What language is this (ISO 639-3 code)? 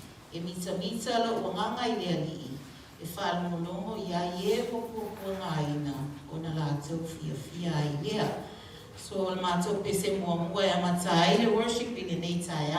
smo